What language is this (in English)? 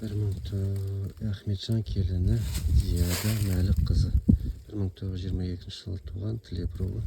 Kazakh